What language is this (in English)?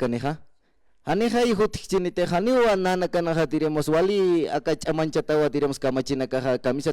Aymara